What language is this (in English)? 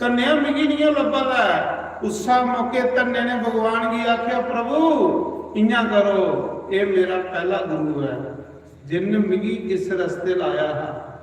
Dogri